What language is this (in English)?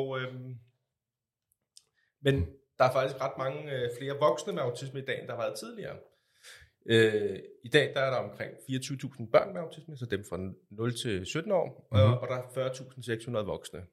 Danish